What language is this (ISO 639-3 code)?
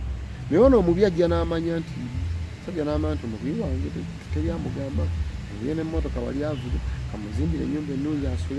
lug